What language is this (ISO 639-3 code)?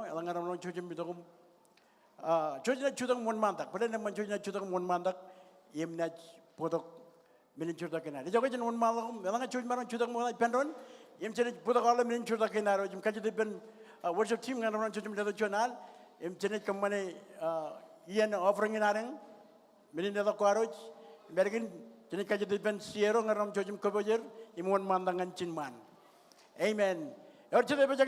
mah